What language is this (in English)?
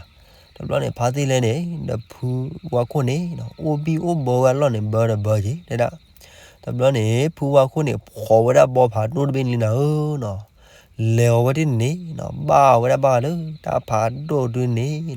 S'gaw Karen